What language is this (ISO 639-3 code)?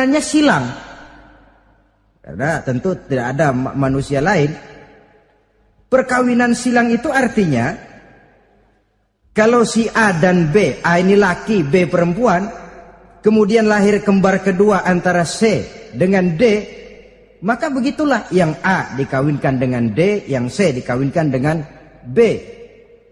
ind